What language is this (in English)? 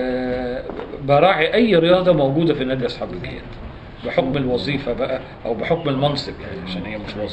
Egyptian Arabic